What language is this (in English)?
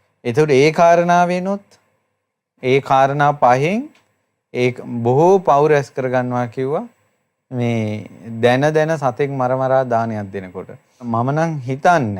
Sinhala